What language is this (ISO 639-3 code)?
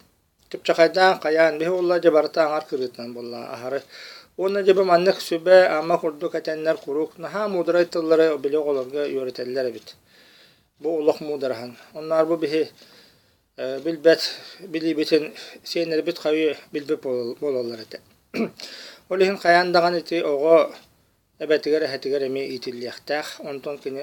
sah